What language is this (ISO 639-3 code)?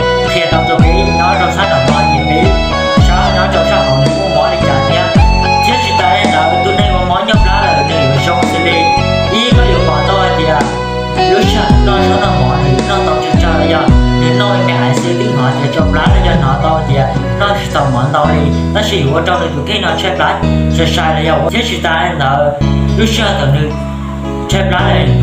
hmn